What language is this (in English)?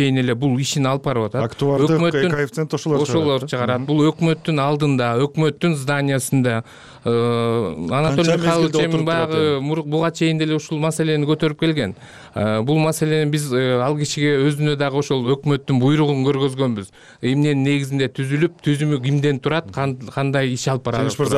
Kyrgyz